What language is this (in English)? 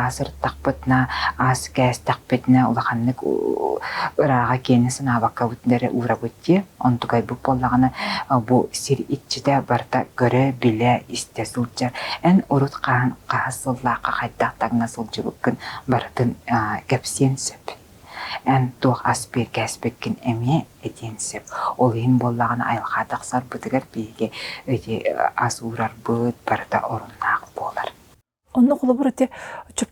Yakut